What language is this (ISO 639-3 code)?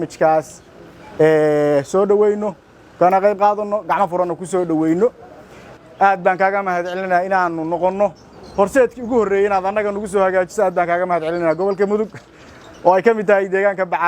som